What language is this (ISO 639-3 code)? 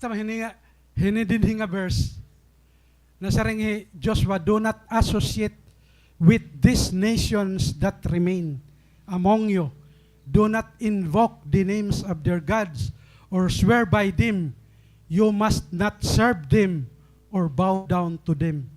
war